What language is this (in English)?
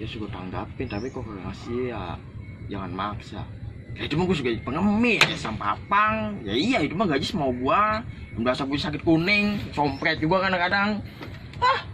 Betawi